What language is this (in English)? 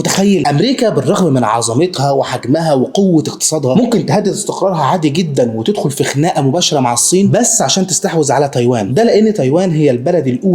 Egyptian Arabic